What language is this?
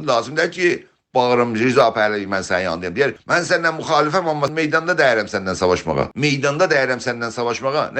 South Azerbaijani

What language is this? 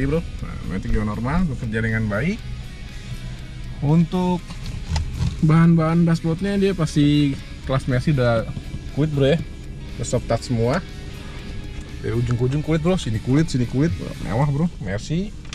Indonesian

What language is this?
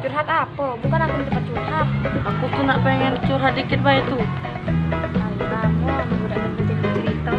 Musi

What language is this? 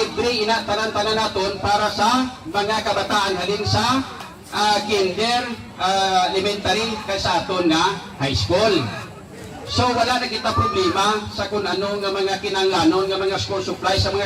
Hiligaynon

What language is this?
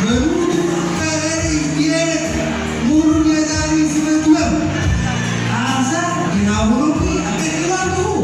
Batak Toba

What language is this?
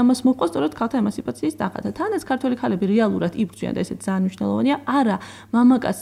Georgian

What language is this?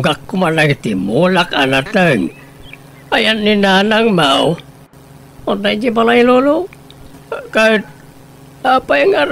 Iloko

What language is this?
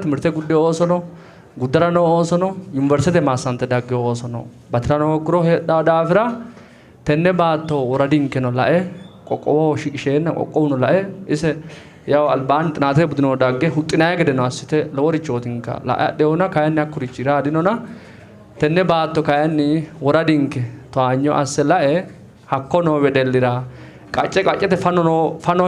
Sidamo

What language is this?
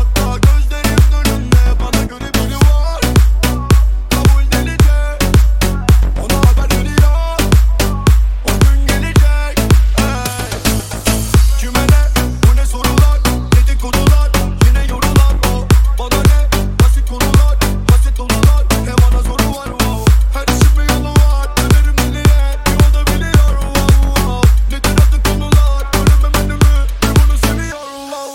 Turkish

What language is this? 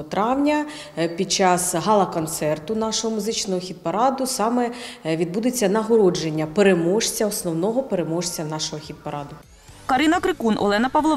Ukrainian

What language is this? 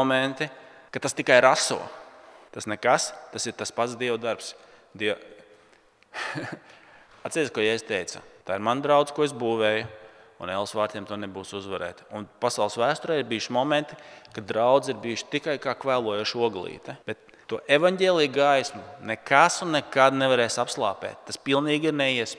Latvian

